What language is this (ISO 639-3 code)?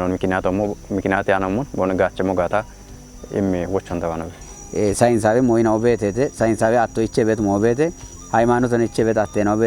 kbr